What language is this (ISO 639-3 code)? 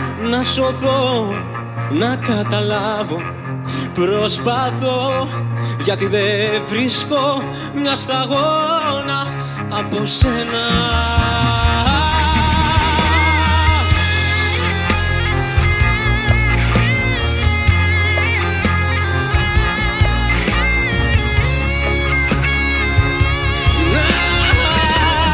ell